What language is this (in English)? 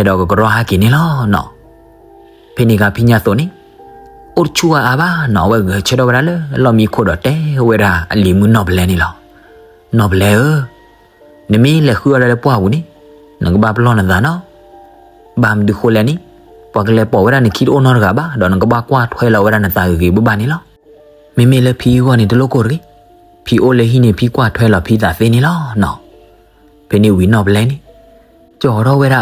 S'gaw Karen